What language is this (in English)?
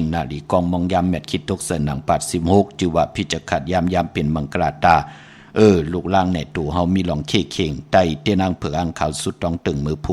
Shan